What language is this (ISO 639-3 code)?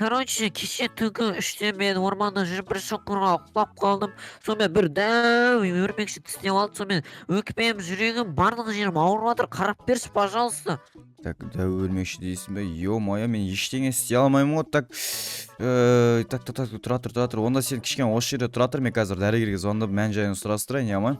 kaz